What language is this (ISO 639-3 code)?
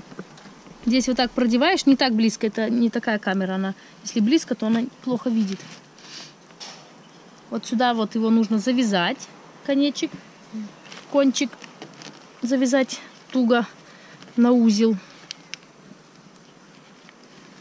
rus